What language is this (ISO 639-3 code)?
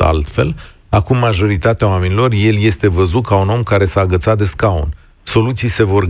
ron